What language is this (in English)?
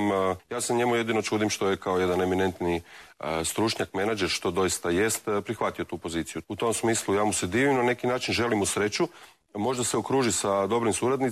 Croatian